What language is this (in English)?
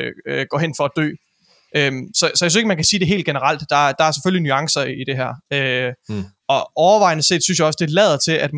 Danish